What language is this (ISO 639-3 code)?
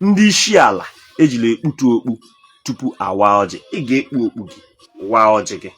ibo